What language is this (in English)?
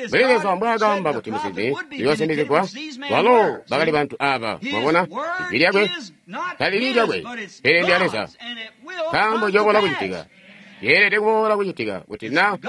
Tonga (Zambia)